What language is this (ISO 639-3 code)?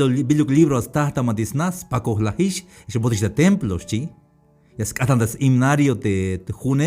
tzh